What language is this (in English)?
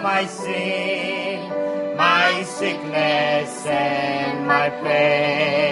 Romanian